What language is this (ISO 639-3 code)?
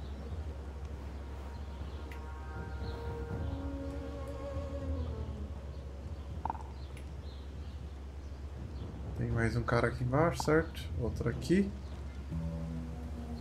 por